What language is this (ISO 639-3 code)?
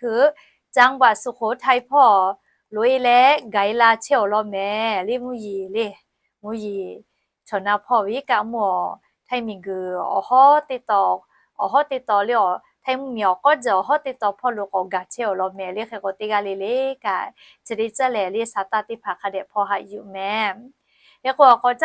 lhu